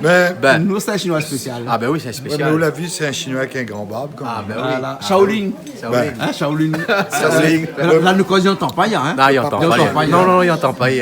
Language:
Réunion Creole French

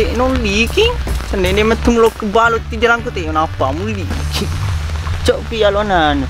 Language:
Buginese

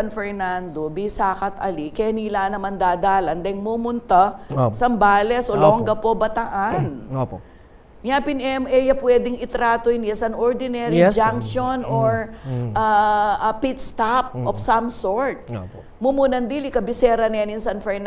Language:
Pampanga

